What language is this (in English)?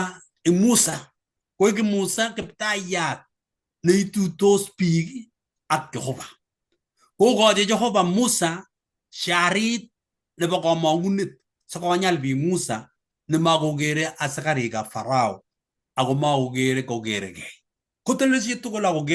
Kalenjin